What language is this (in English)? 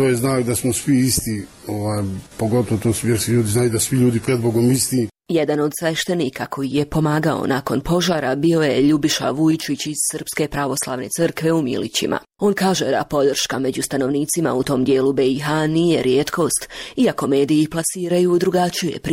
Croatian